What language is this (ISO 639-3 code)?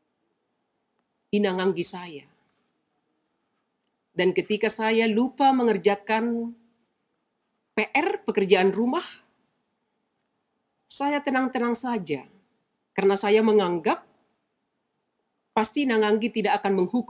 ind